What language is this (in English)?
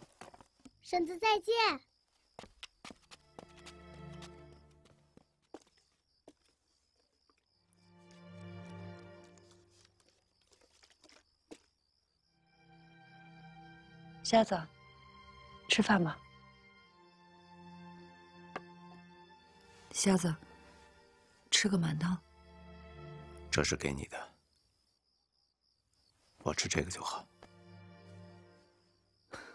Chinese